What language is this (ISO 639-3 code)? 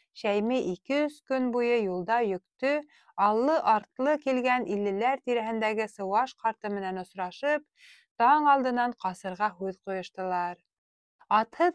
bak